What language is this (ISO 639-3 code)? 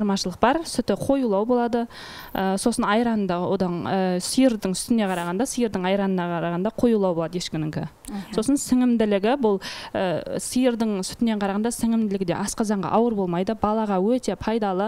kaz